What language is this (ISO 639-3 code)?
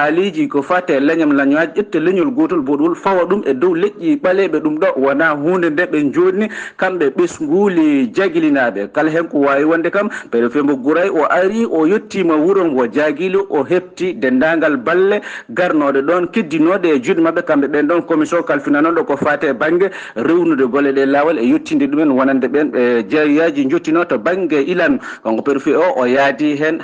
ful